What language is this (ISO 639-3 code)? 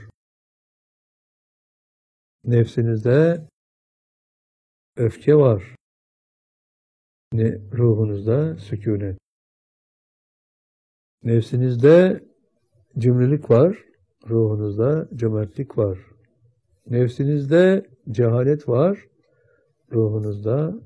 tur